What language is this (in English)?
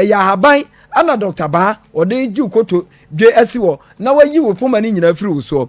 Akan